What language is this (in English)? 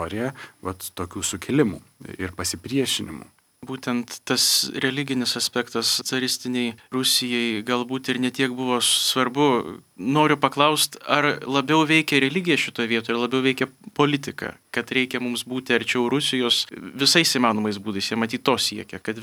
Lithuanian